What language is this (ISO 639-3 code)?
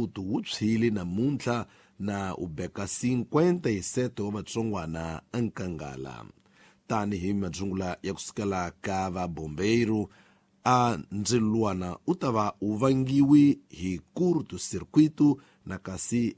tso